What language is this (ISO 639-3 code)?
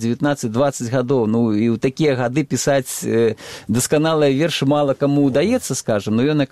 bel